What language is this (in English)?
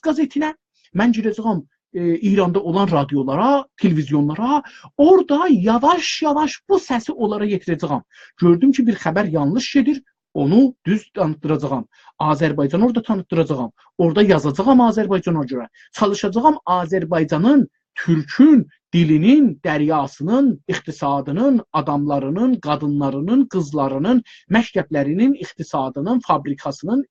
South Azerbaijani